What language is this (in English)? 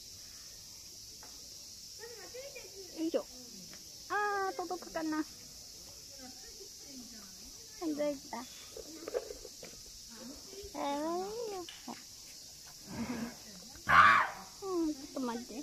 Japanese